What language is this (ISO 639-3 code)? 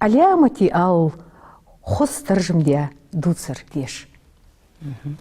inh